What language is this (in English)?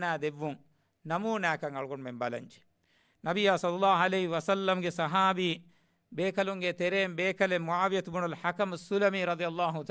Divehi